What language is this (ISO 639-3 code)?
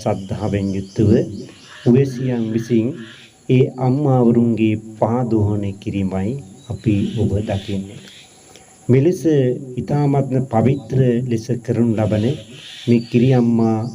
sin